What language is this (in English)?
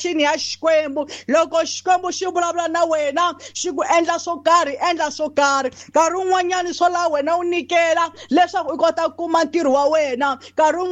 Tsonga